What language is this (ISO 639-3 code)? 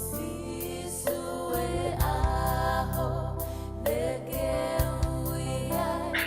ton